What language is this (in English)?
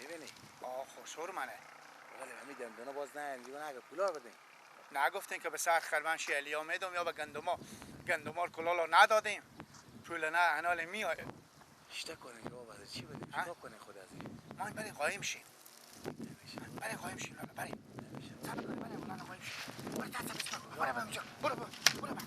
Persian